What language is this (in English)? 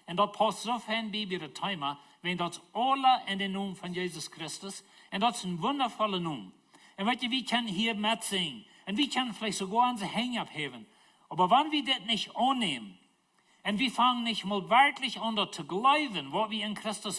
Plautdietsch